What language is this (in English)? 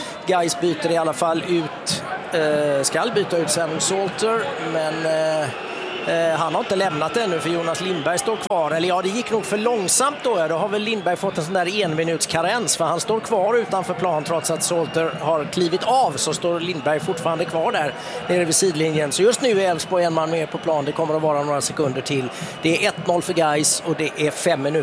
Swedish